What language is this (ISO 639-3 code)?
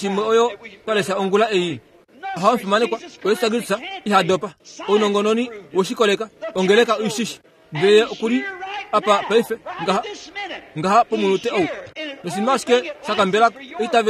kua